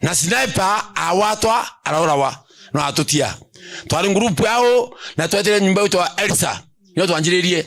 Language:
Meru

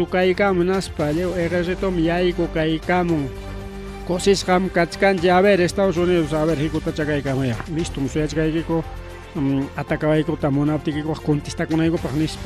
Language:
Ayacucho Quechua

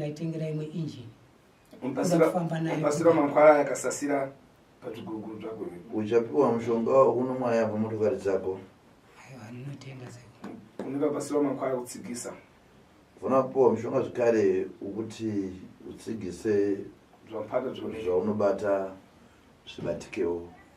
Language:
Shona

